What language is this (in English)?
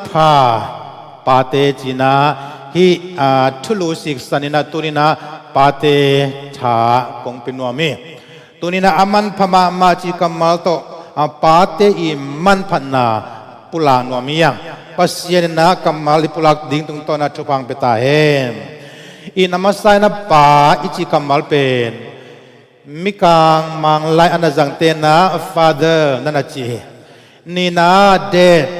Tedim Chin